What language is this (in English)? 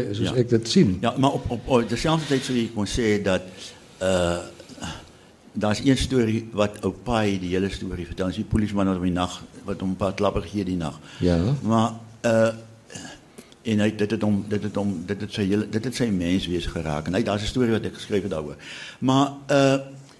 Afrikaans